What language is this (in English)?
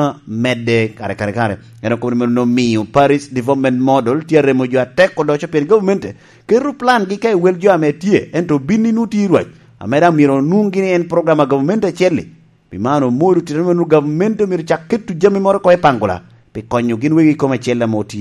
Lango (Uganda)